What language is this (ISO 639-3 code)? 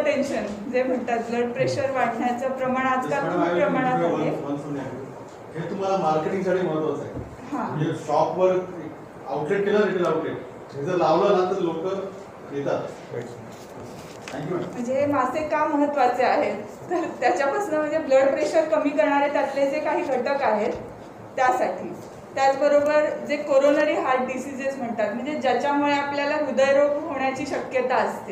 mar